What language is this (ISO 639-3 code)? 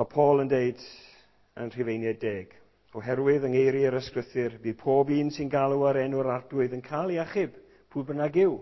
cym